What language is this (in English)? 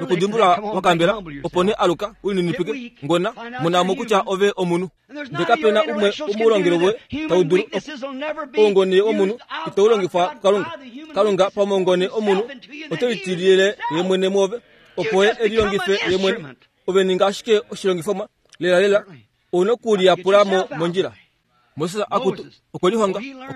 Kuanyama